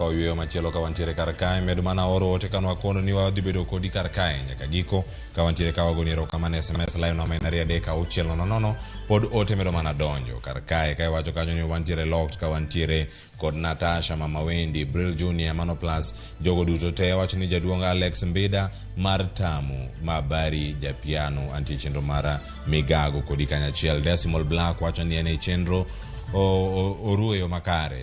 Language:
Luo (Kenya and Tanzania)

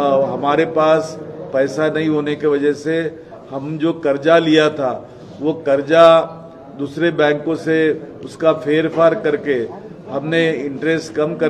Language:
Hindi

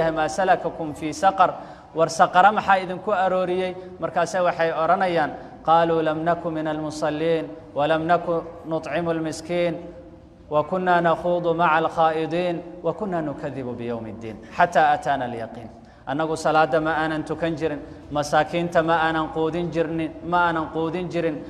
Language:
Somali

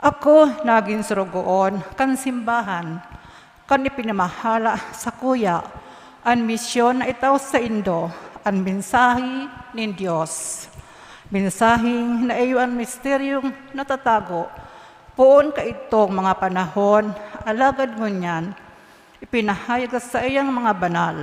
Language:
Bikol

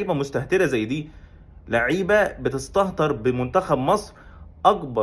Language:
Egyptian Arabic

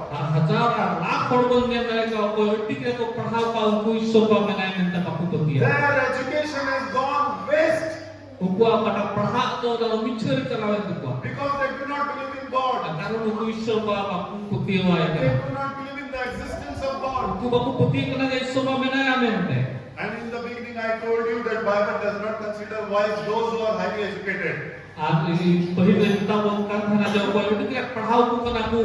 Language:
Santali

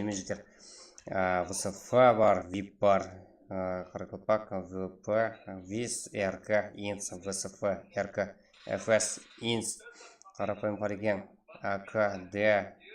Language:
Kara-Kalpak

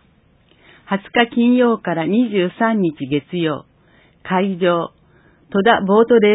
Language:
Japanese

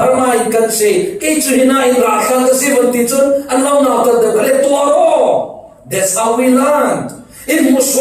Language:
Falam Chin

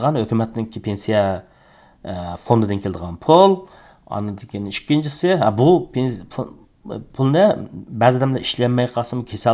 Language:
Uyghur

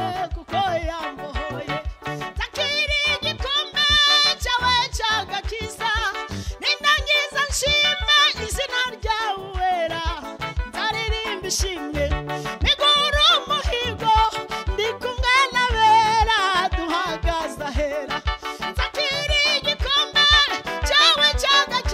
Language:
Kinyarwanda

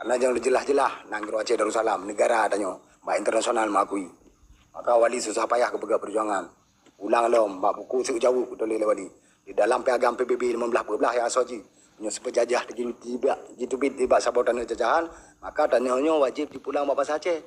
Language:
Achinese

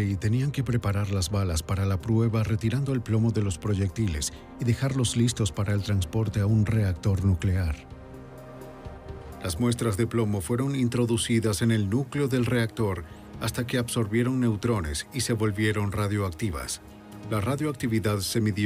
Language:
Spanish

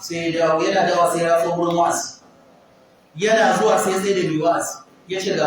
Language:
Hausa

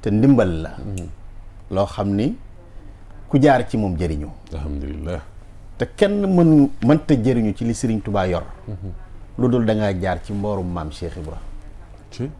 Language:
Wolof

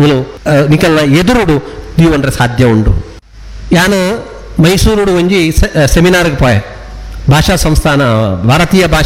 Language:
Tulu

